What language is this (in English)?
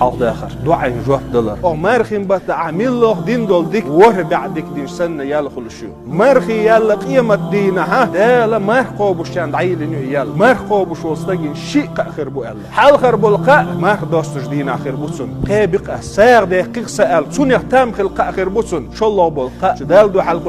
Chechen